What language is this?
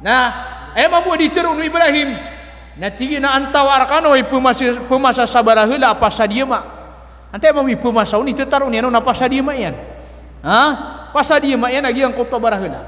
Maranao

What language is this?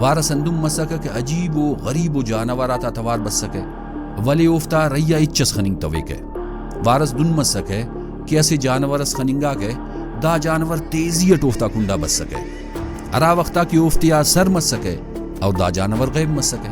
Brahui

